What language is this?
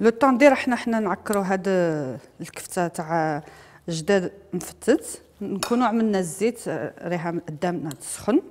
Algerian Arabic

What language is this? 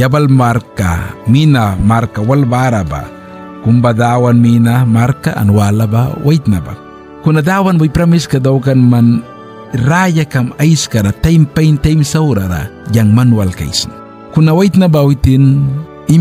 Mískito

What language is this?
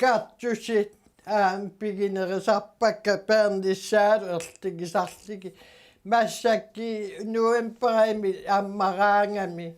Kalaallisut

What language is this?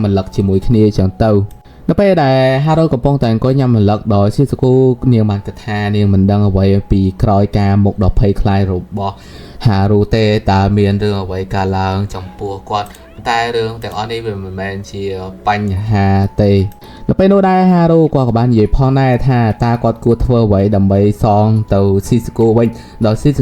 Khmer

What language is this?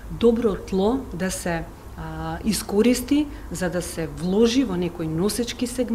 Macedonian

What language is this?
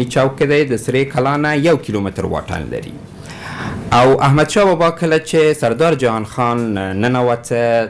Pashto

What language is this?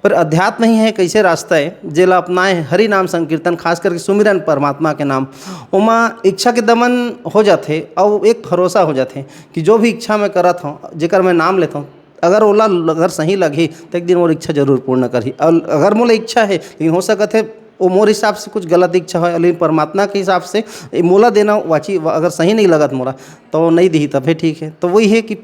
Chhattisgarhi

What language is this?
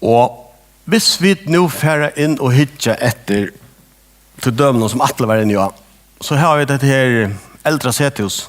Faroese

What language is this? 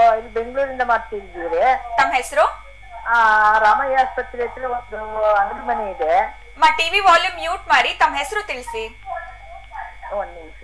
Kannada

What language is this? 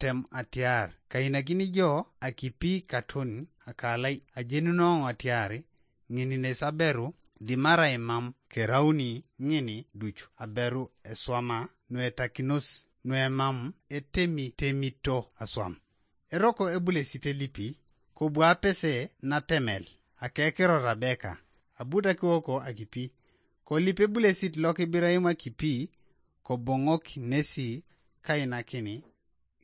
Teso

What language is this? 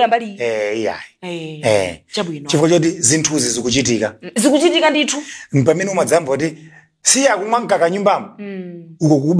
Nyanja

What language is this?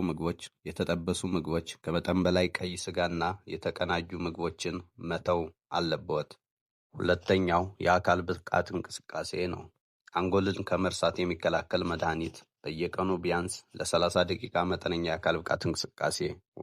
Amharic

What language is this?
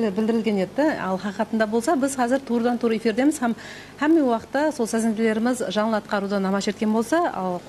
Kara-Kalpak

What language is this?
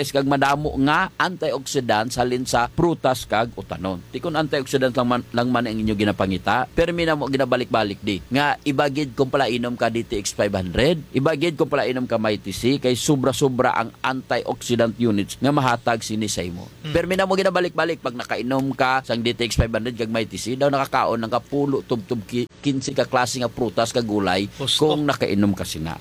Hiligaynon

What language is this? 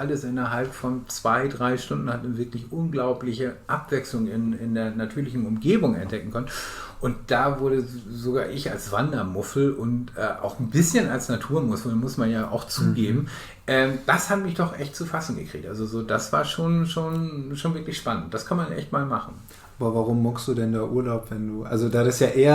Low German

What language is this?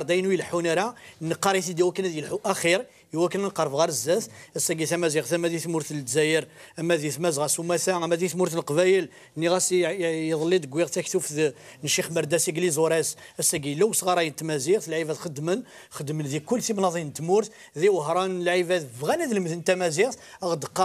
Kabyle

